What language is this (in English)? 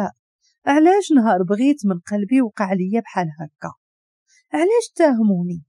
Moroccan Arabic